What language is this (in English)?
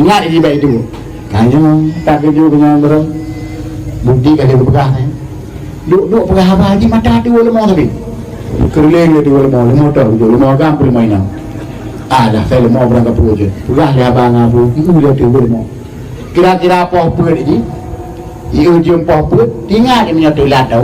Achinese